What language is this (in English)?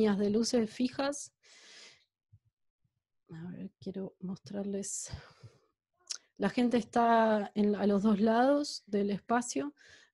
Spanish